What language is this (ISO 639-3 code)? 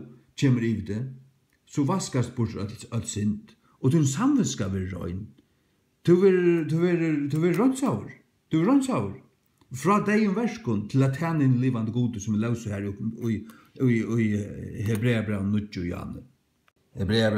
fao